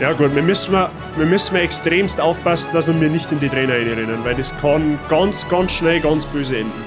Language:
Bavarian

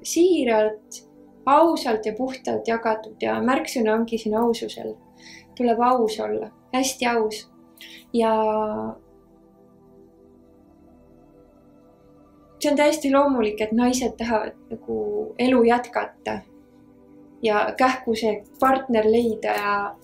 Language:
Estonian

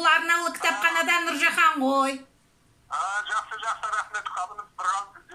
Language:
Kazakh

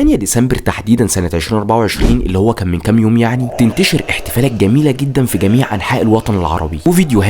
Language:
Egyptian Arabic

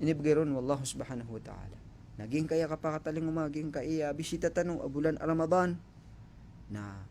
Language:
Maranao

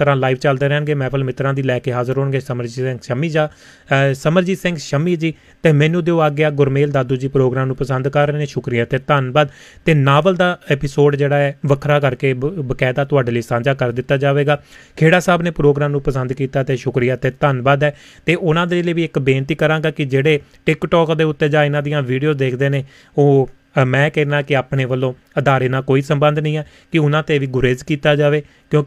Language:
Punjabi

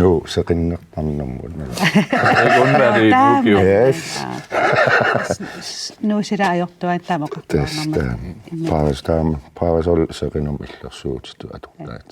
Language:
Kalaallisut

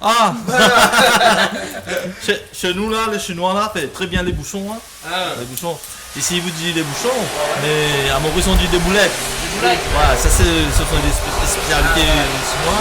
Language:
Réunion Creole French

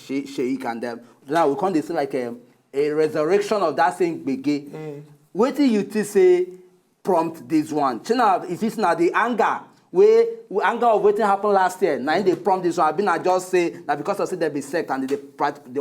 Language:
Nigerian Pidgin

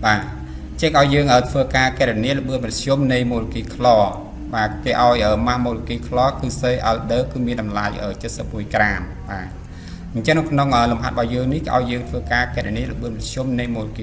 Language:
Khmer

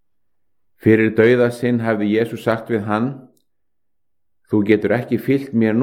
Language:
Icelandic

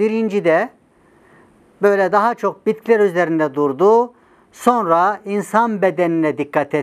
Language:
Turkish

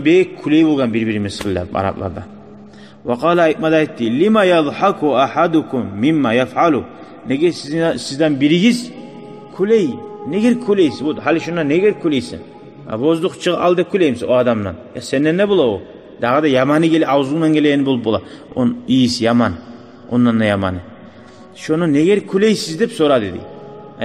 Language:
Kumyk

